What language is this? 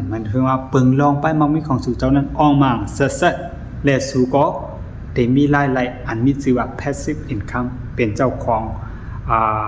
Shan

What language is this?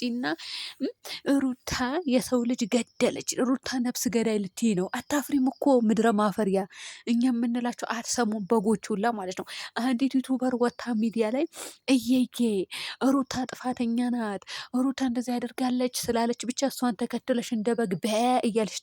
Amharic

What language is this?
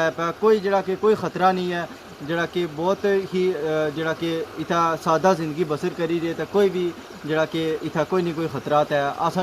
Pahari-Potwari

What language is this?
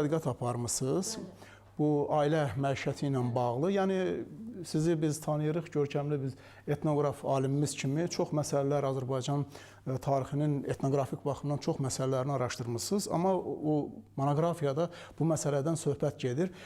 Azerbaijani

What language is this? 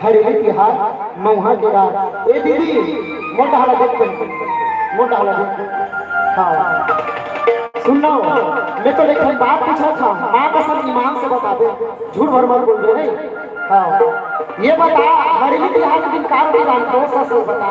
Chhattisgarhi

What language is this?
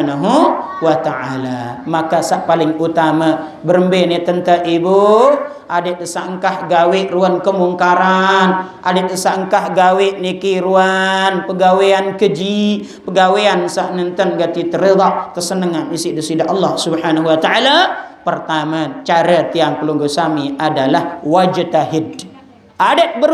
Sasak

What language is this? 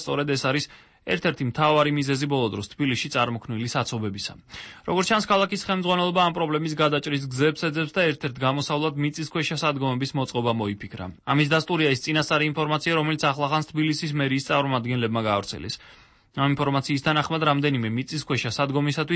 Georgian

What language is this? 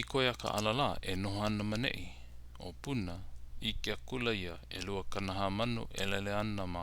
Hawaiian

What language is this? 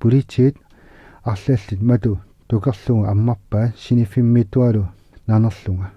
Kalaallisut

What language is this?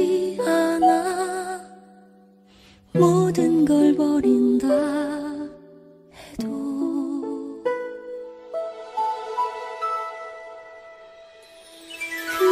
Korean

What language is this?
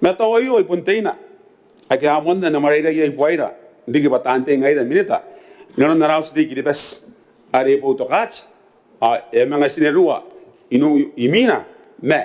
Gilbertese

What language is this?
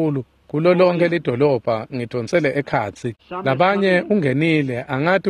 Swati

